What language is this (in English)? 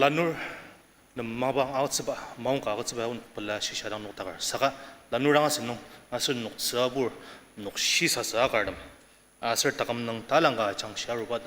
Ao Naga